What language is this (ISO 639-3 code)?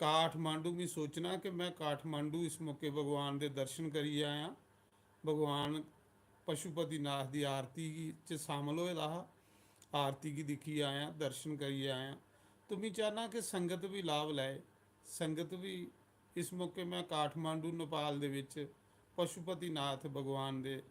doi